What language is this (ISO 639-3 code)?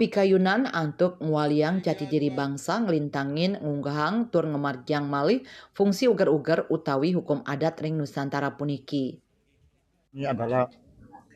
ban